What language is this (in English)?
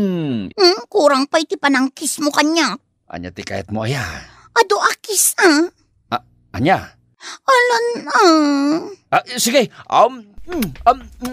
Iloko